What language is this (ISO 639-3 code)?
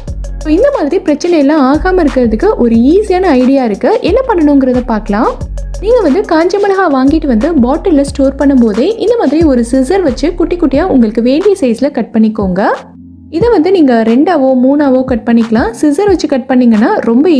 tam